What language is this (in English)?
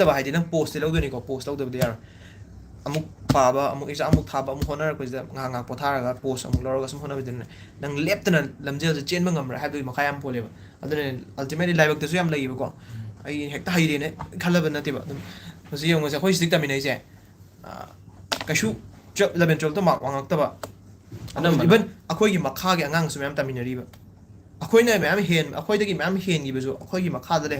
Manipuri